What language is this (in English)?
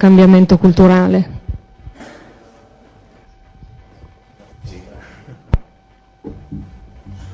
Italian